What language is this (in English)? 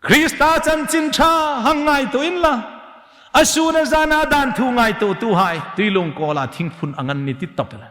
Hmar